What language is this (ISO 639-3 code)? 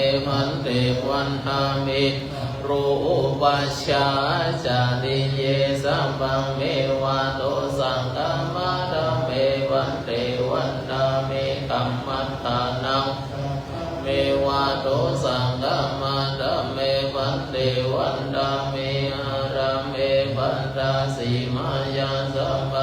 pli